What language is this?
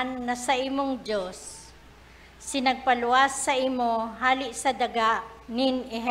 Bikol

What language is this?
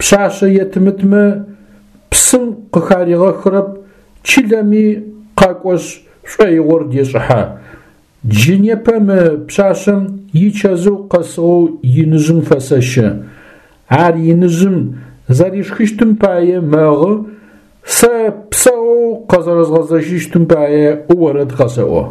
Adyghe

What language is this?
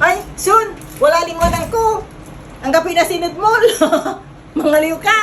Pangasinan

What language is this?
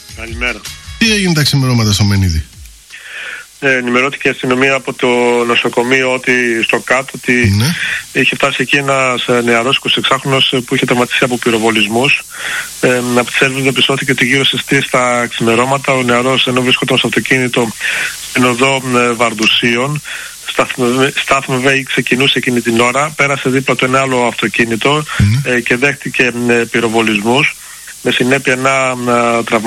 Greek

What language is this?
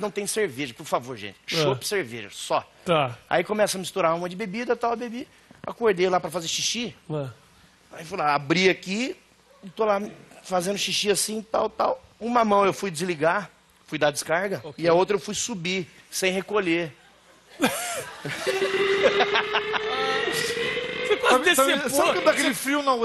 Portuguese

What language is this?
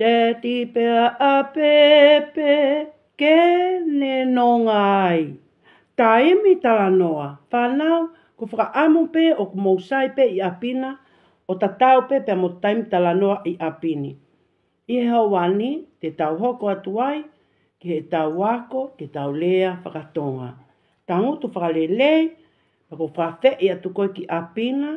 Tongan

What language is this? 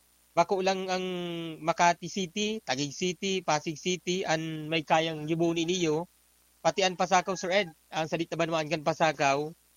Bikol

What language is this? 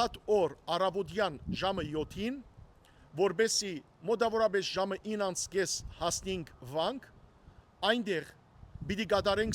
Western Armenian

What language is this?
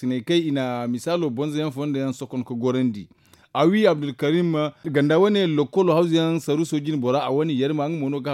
Zarma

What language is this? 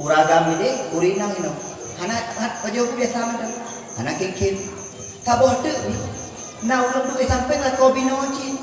Achinese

